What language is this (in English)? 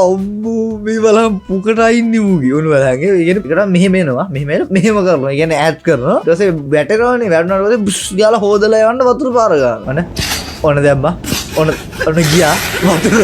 Sinhala